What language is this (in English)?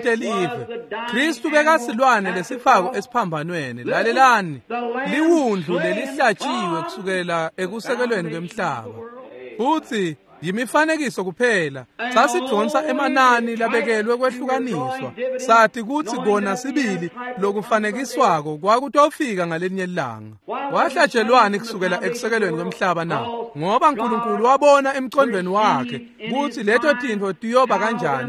Swati